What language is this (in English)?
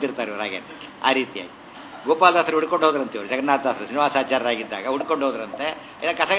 Kannada